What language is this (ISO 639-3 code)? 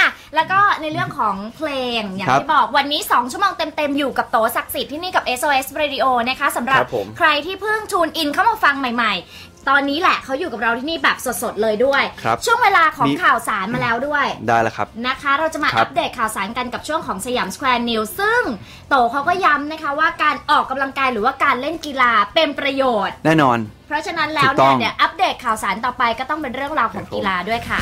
tha